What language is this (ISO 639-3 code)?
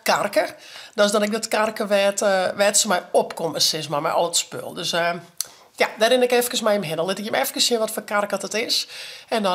fry